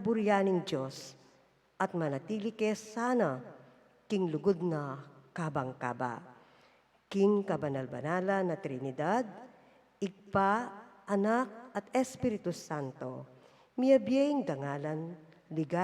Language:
Pampanga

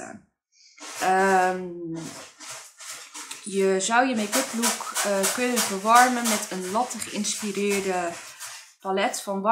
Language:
Dutch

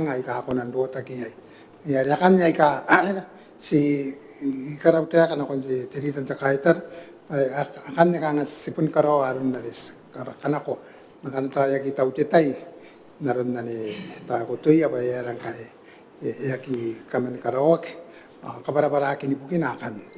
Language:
Gilbertese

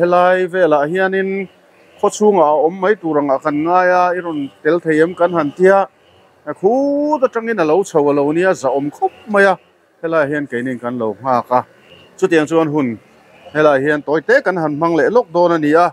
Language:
Mizo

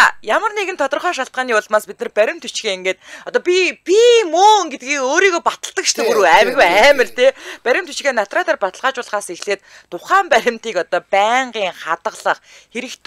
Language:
Mongolian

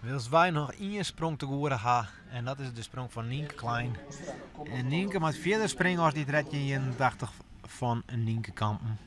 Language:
Western Frisian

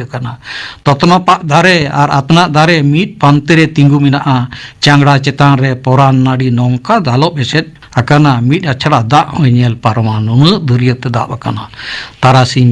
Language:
Santali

